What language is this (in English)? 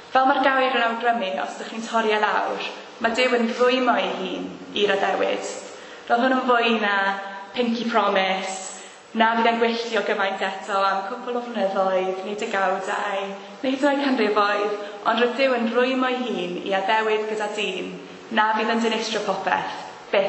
Welsh